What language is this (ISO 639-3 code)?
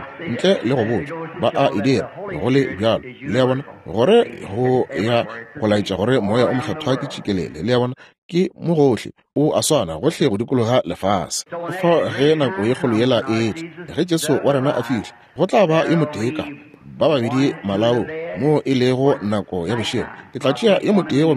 nso